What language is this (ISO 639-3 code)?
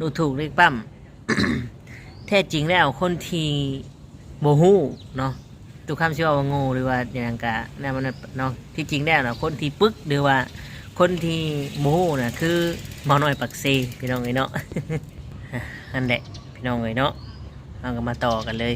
lao